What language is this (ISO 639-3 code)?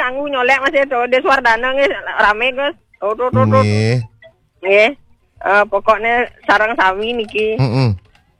ban